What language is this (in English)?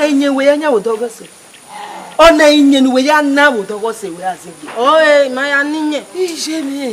Bini